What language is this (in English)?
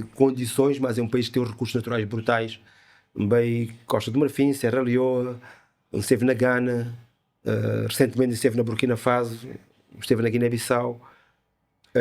Kabuverdianu